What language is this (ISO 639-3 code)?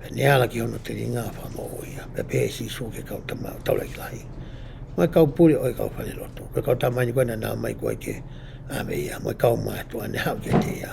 ton